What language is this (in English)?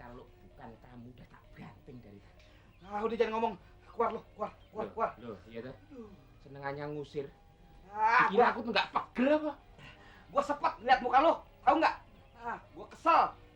Betawi